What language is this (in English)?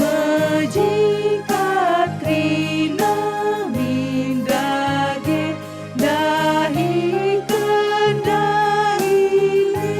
Batak Karo